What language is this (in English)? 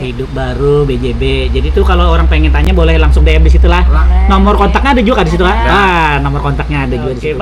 Banjar